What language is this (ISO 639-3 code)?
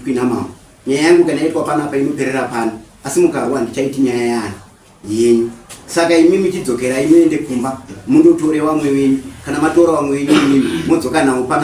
sna